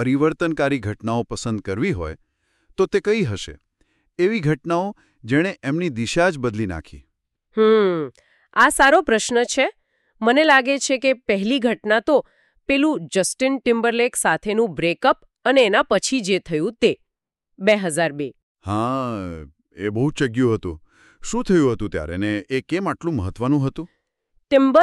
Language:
Gujarati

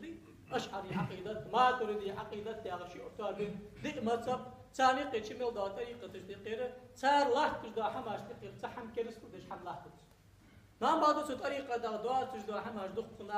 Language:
Ingush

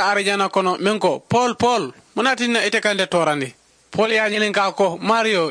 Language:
Mandingo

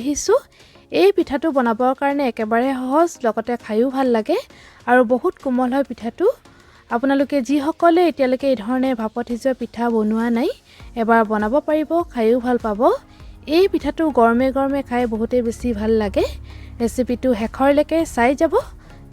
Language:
Assamese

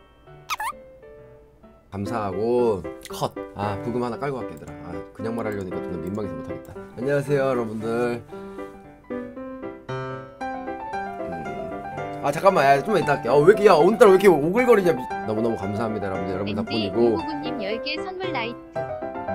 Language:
Korean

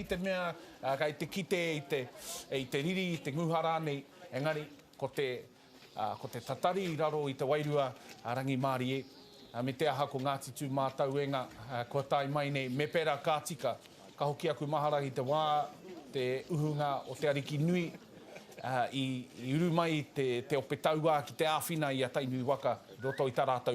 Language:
Māori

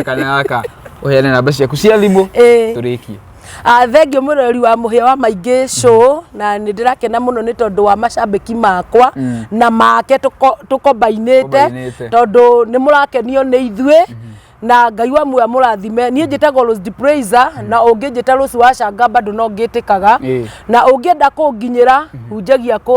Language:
Kikuyu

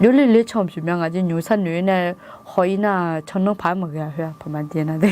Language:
Akha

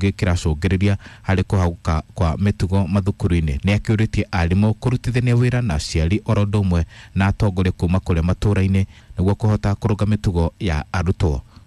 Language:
Kikuyu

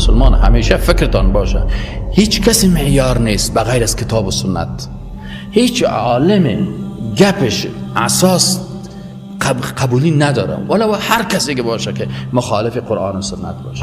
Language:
Persian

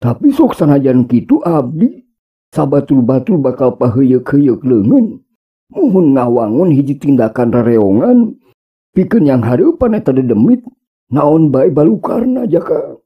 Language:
Sundanese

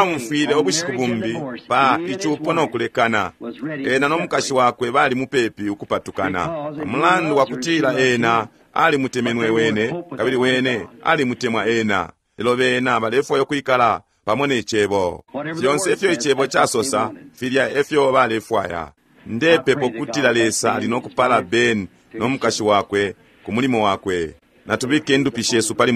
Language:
Bemba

